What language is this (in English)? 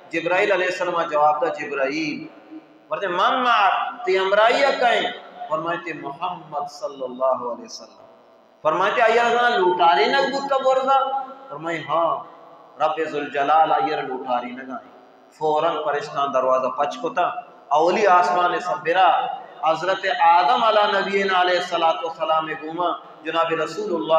Baluchi